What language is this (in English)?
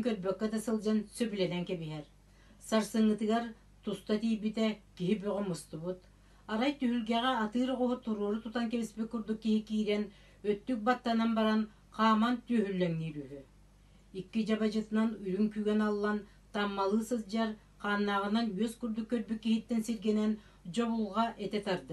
Yakut